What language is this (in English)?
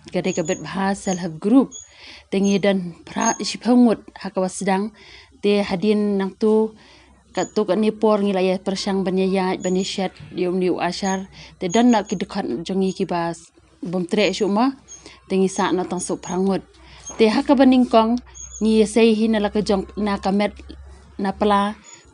Khasi